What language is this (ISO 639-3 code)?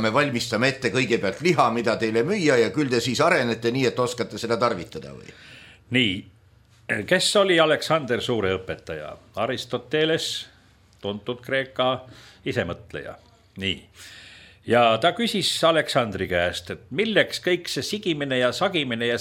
est